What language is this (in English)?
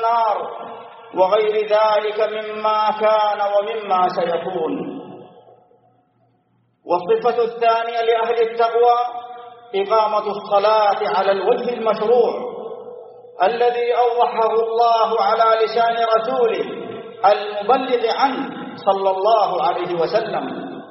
Arabic